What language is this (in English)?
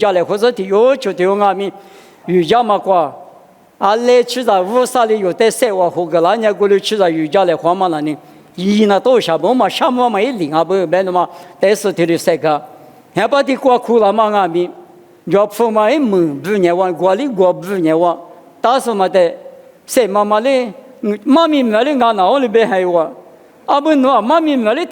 Lisu